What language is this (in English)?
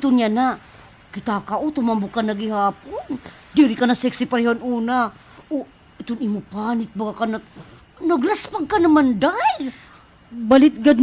Waray